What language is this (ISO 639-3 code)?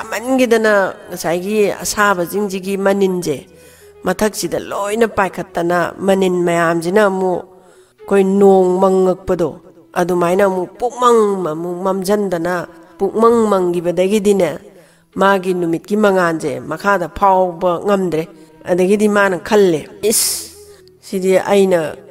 mni